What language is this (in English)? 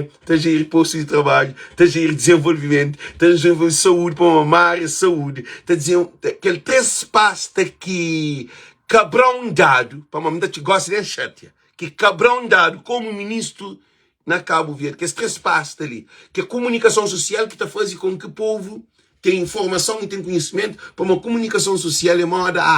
Kabuverdianu